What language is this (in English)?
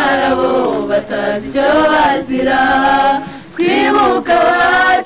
Kinyarwanda